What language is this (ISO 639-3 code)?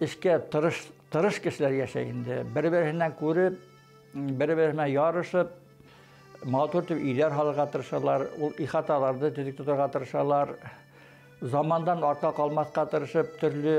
bak